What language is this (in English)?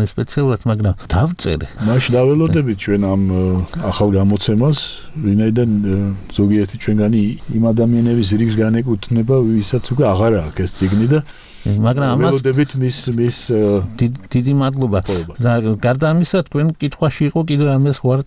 Georgian